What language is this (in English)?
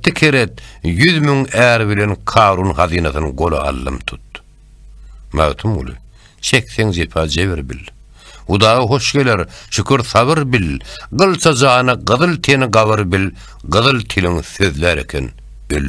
Turkmen